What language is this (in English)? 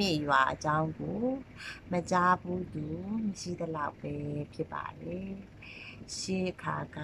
Burmese